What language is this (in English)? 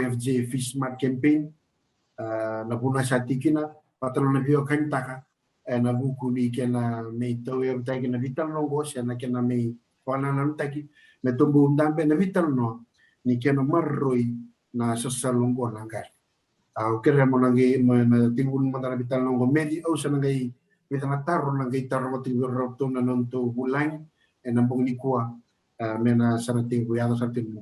Fijian